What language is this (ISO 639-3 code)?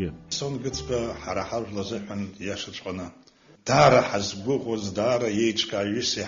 abk